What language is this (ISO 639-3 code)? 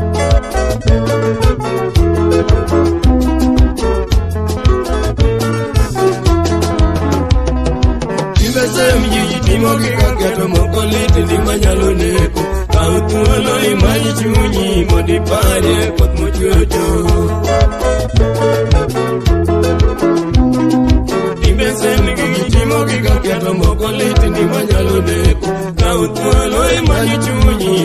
luo